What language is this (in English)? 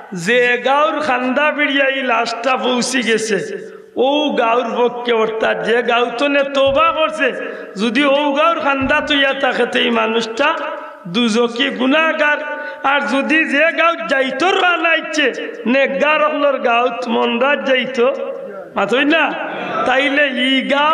Sylheti